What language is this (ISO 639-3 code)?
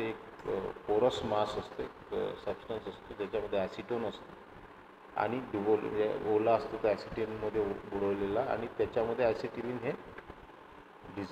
mar